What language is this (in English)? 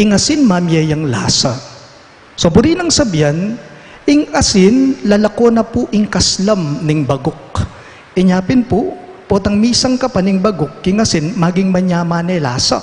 Pampanga